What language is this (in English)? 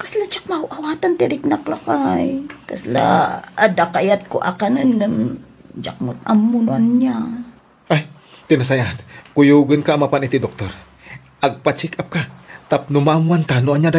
Iloko